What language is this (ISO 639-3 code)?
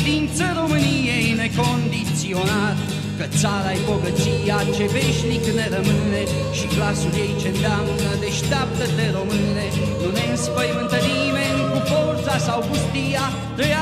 ron